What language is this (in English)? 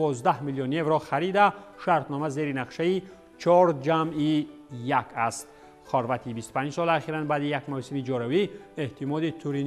Tajik